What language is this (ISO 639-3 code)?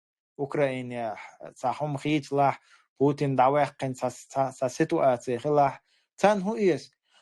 che